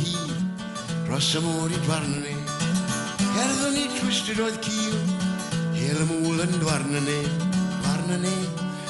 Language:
Welsh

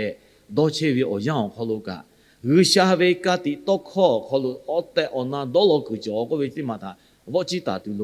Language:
Lahu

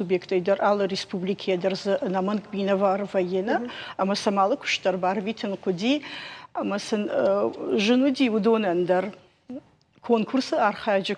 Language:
Ossetic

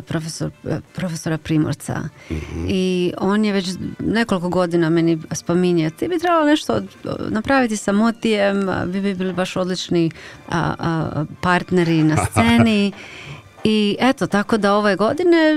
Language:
Croatian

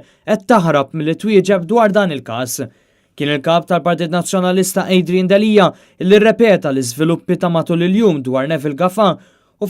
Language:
Maltese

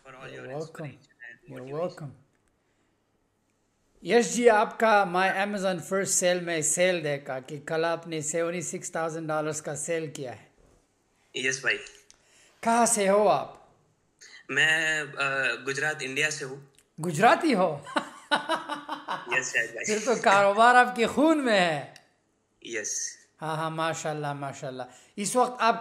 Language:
Hindi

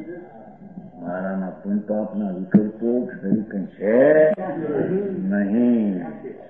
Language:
Gujarati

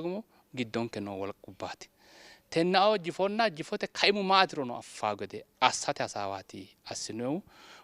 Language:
Sidamo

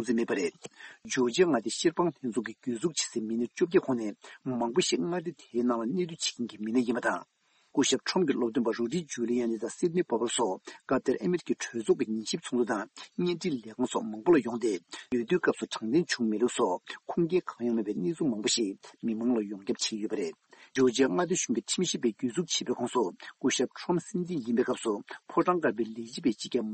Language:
Tibetan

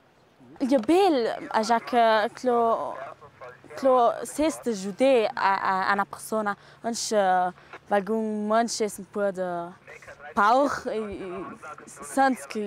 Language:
Ladin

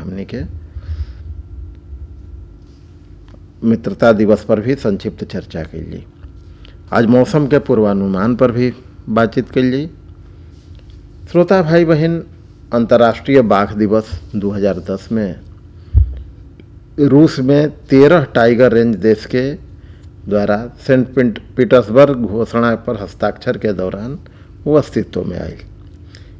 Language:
Bhojpuri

